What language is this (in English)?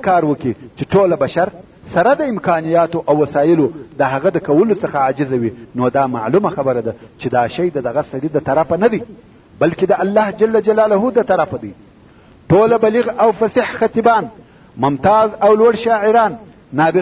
Pashto